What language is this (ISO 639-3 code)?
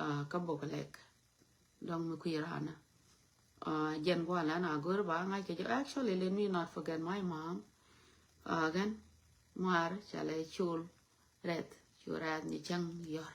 nus